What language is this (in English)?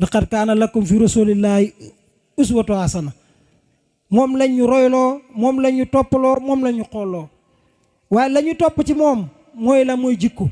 Wolof